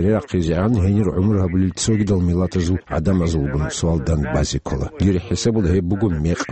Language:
Avaric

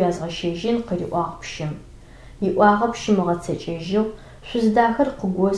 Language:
Adyghe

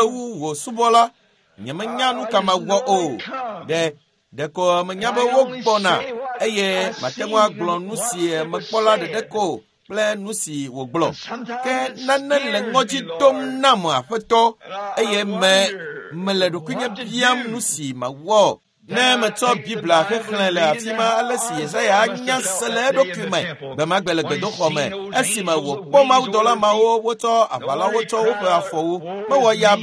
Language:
Ewe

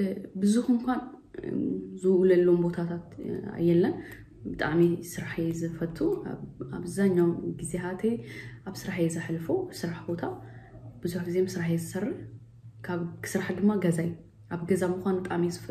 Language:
Tigrinya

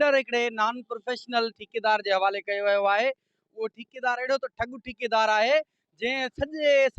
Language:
Sindhi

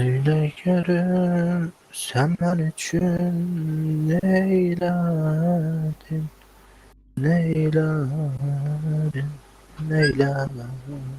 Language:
South Azerbaijani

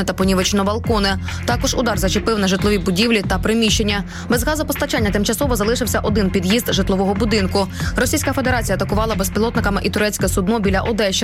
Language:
Ukrainian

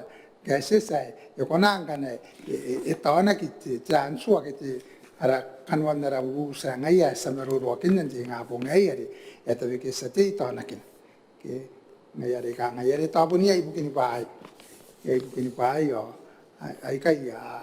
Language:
Gilbertese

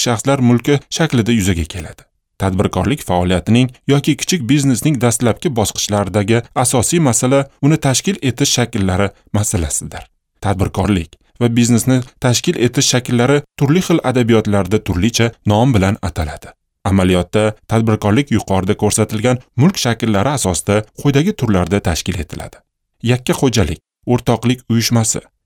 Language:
Uzbek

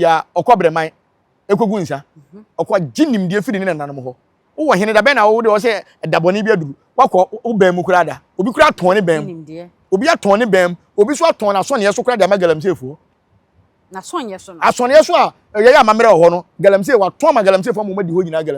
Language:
Akan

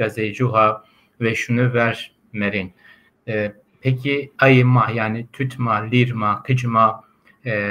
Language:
Zaza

